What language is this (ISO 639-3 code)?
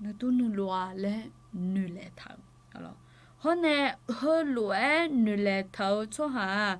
ahk